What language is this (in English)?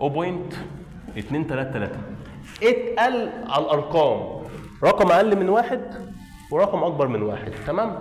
Egyptian Arabic